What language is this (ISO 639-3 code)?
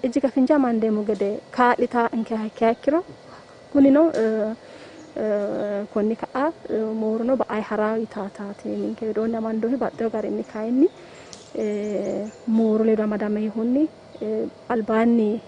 sid